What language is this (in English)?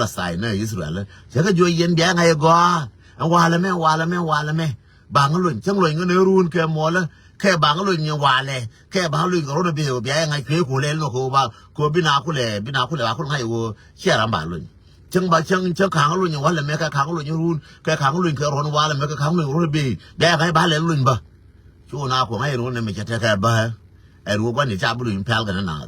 Nuer